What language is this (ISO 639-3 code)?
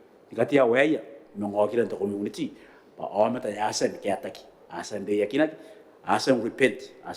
gil